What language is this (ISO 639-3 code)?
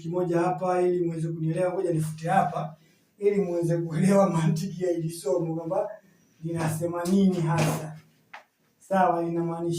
swa